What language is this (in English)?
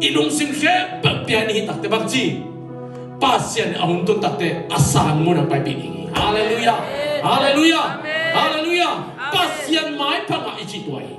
Tedim Chin